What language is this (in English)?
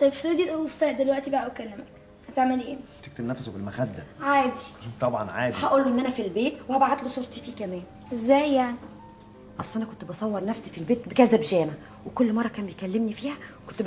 Egyptian Arabic